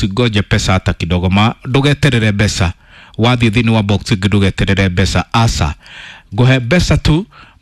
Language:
Kikuyu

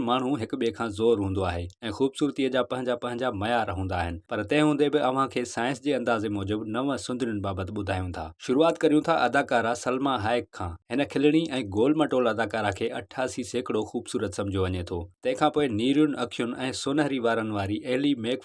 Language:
Sindhi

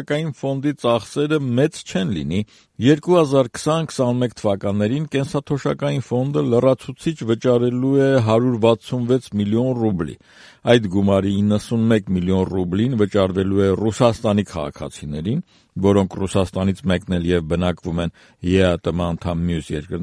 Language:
Armenian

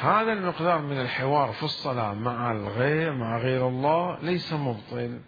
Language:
Mesopotamian Arabic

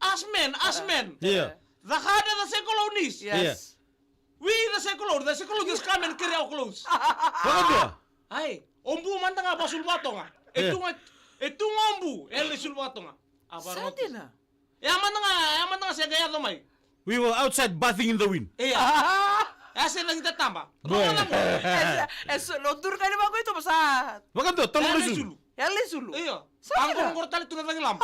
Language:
Fijian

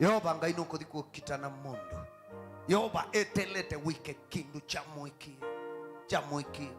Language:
Kamba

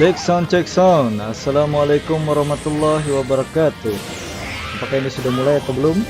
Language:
Banjar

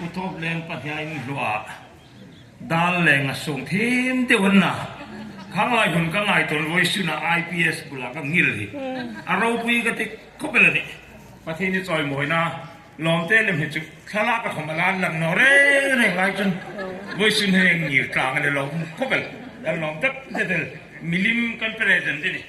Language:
Hmar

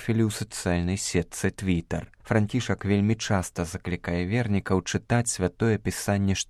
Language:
Belarusian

